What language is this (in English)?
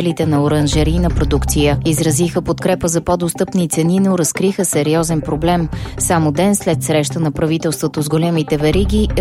Bulgarian